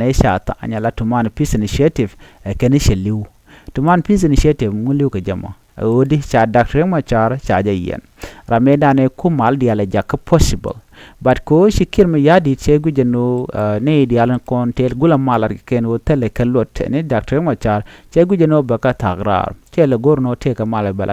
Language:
Nuer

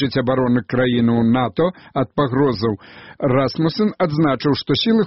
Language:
Belarusian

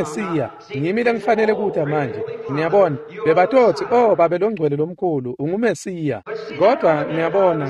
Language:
Swati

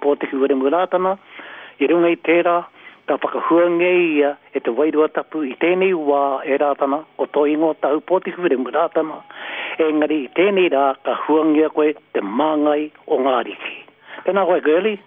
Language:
Māori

